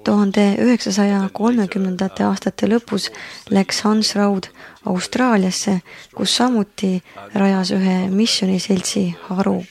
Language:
Estonian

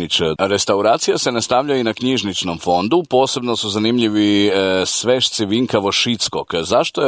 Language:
Croatian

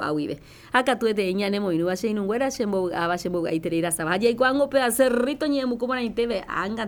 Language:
Guarani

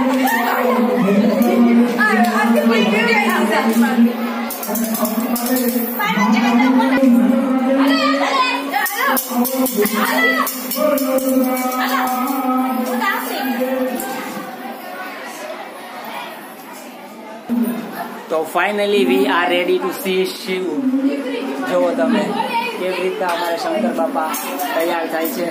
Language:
Gujarati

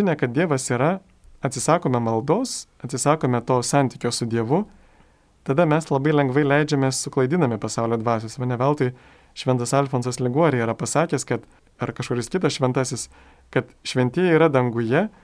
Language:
Lithuanian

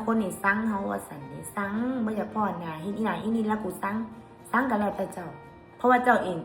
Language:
Northeastern Thai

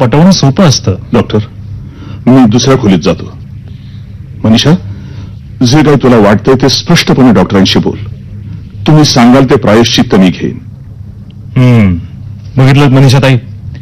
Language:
Marathi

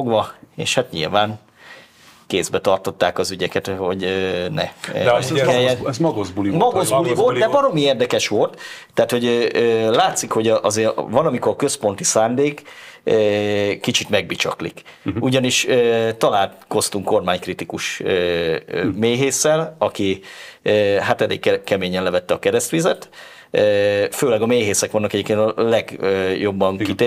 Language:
Hungarian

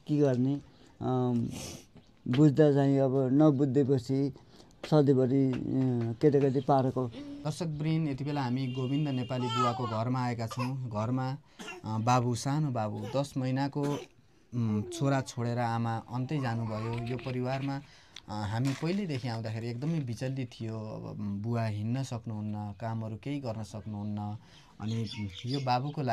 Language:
Nepali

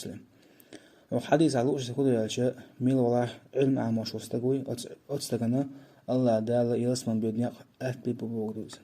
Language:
Chechen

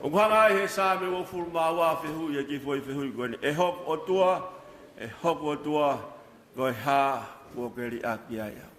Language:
Tongan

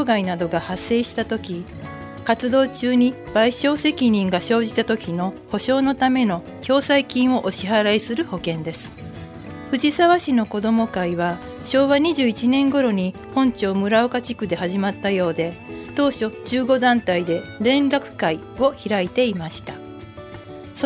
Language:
Japanese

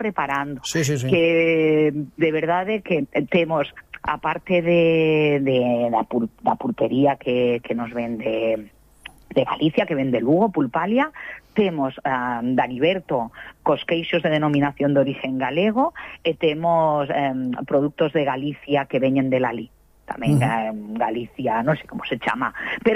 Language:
Galician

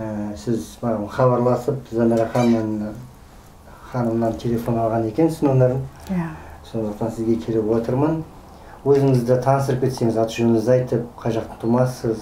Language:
Kazakh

